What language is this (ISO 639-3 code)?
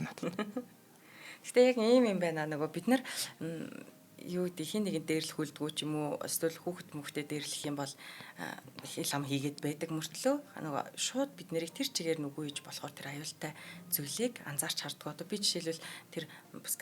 mon